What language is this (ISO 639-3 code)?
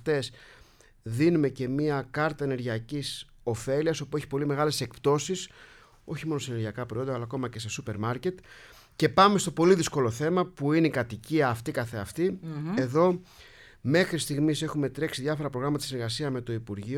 ell